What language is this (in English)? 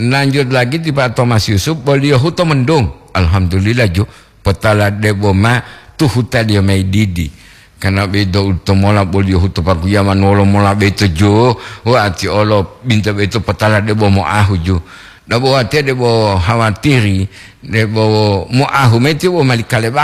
Gorontalo